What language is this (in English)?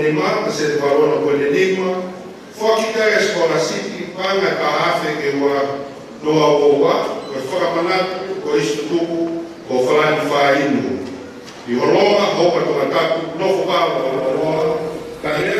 Tongan